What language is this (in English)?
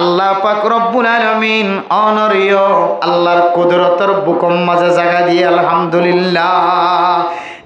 Rohingya